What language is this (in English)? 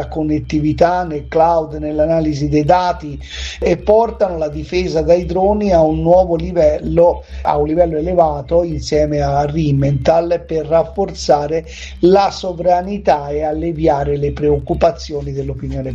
Italian